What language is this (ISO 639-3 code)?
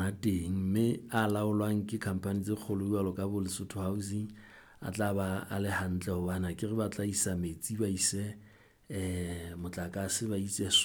sot